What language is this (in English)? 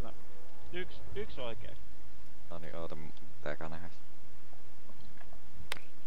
Finnish